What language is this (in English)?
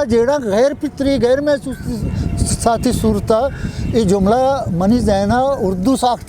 Eastern Balochi